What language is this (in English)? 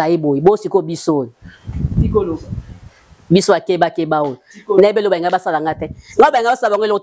Lingala